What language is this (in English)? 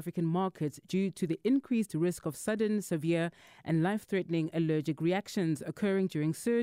English